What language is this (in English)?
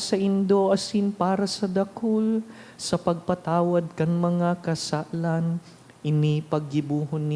Bikol